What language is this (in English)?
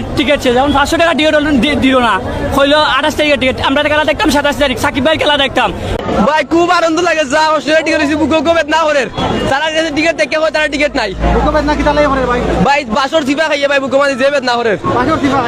Sylheti